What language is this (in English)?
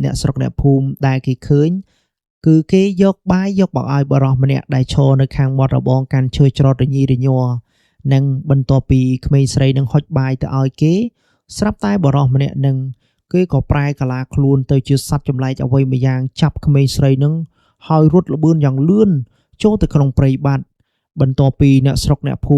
Khmer